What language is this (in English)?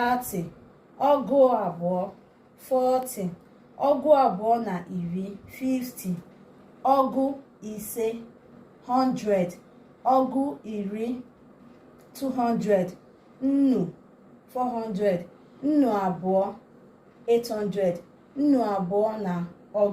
Igbo